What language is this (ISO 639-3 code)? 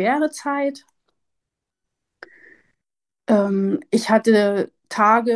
deu